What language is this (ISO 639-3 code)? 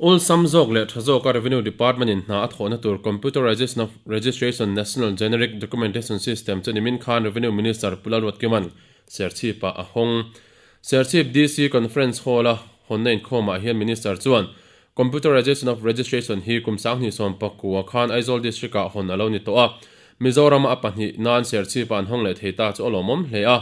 lus